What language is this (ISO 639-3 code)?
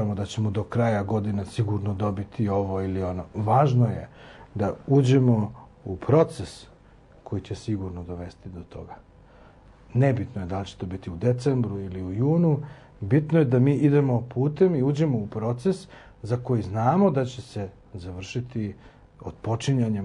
srp